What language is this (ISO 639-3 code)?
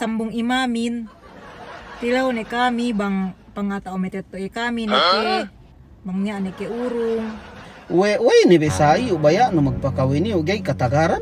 yka